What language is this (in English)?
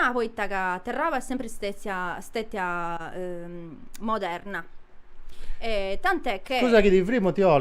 Sardinian